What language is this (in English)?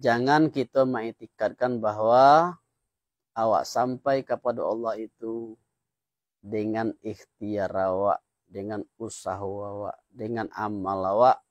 Minangkabau